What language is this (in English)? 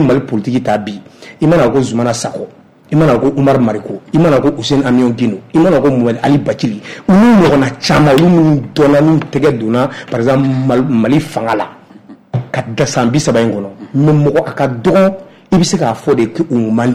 Bambara